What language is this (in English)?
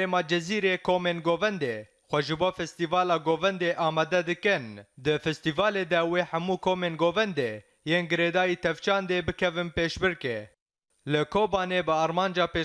Kurdish